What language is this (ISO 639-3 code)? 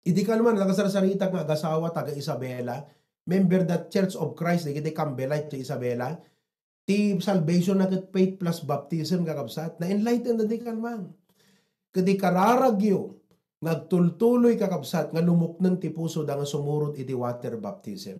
ilo